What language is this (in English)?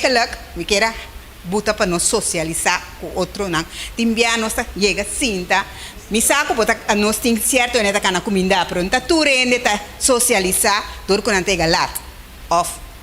Papiamento